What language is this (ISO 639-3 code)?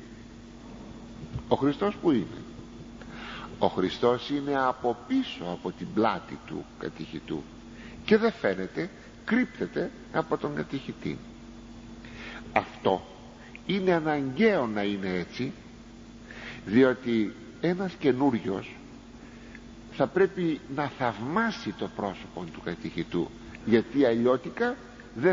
ell